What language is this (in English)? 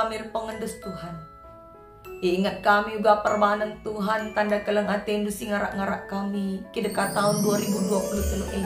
Batak Karo